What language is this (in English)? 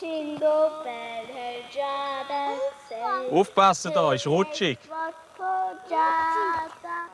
Swiss German